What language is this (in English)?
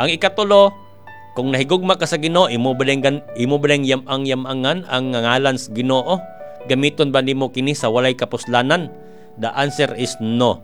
Cebuano